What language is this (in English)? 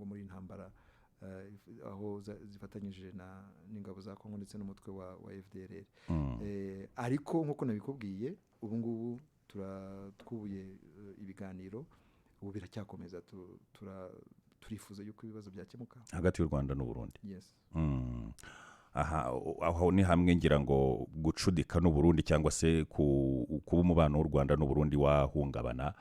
Kinyarwanda